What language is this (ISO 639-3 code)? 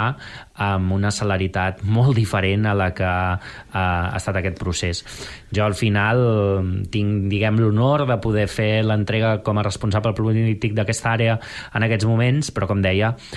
cat